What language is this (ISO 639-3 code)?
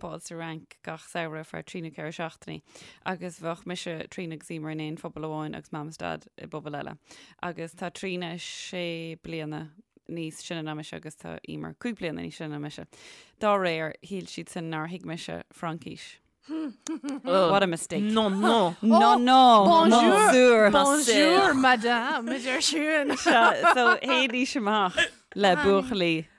gle